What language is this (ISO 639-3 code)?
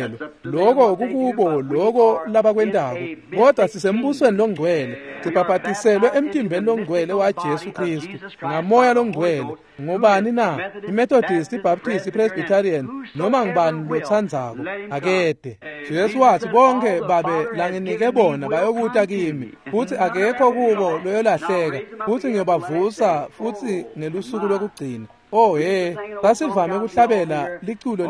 ssw